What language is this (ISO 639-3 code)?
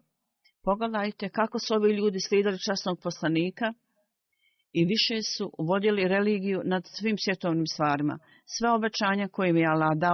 bos